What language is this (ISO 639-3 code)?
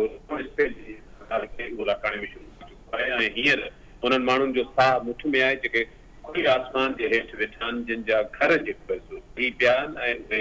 snd